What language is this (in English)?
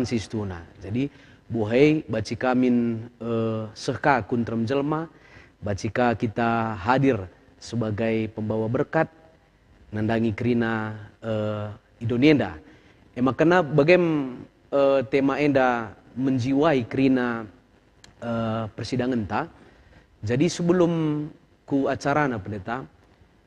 Batak Karo